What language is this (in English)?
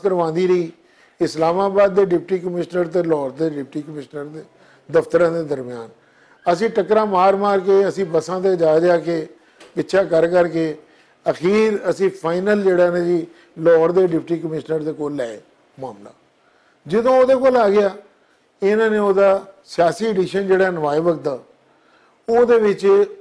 Western Panjabi